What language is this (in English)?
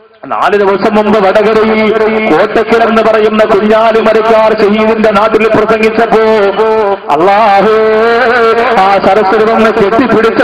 Malayalam